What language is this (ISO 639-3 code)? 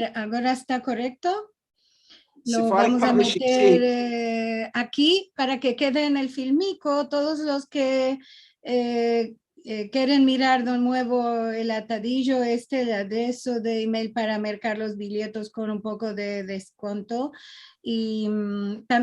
lad